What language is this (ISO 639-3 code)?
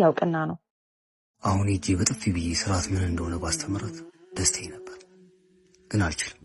amh